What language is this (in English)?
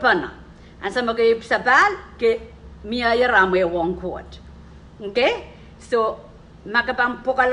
Pohnpeian